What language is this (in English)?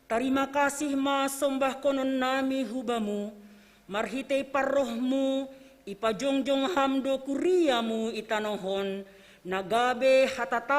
Batak Simalungun